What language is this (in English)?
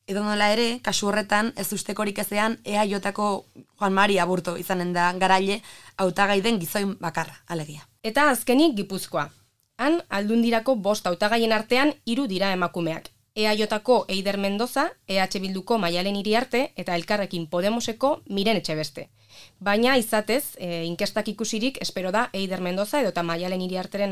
Basque